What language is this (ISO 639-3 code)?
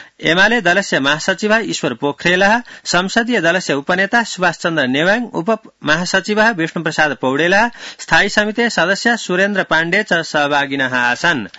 san